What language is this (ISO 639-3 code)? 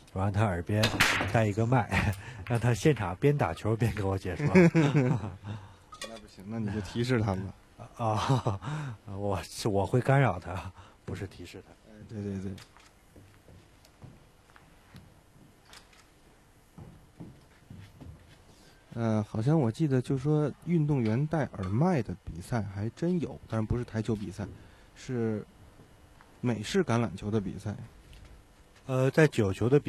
zho